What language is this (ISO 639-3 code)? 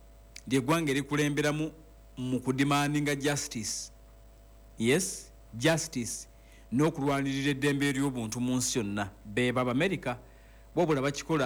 lug